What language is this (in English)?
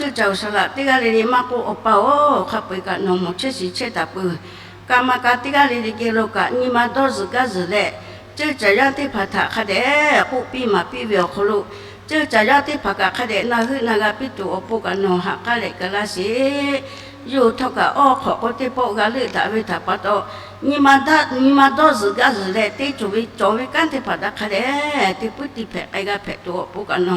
Lahu